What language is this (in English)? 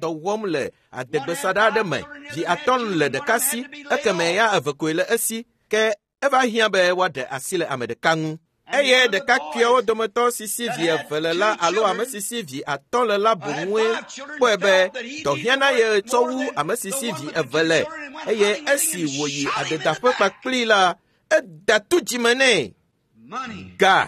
Ewe